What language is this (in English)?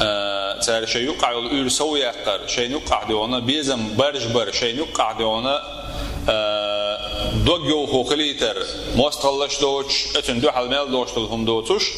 Chechen